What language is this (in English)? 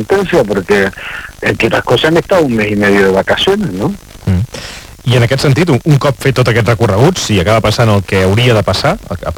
Catalan